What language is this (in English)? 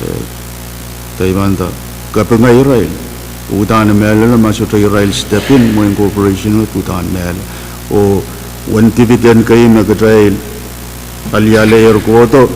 Pohnpeian